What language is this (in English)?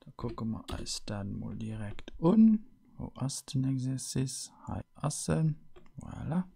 Luxembourgish